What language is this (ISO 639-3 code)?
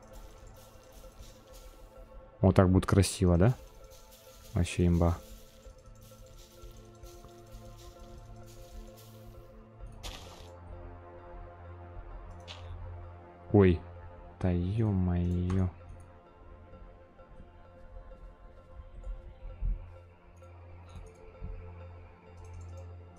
rus